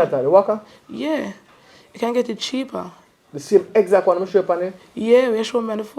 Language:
Jamaican Creole English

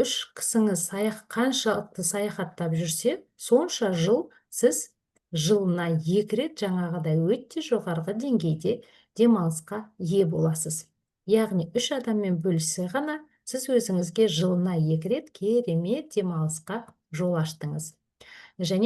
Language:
Kazakh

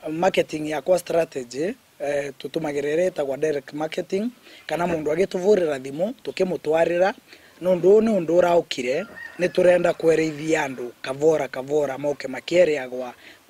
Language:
Meru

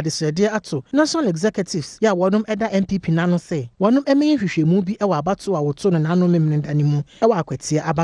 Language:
Akan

